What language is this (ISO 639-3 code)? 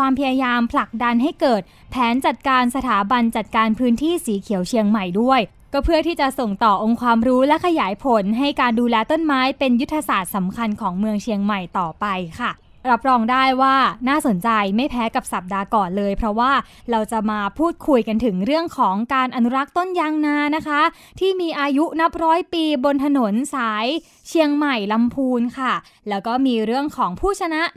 tha